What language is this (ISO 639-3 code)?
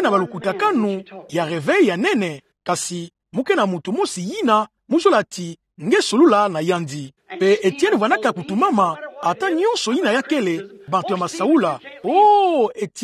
ktu